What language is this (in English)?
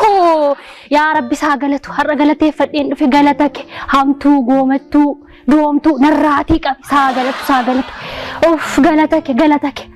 Oromo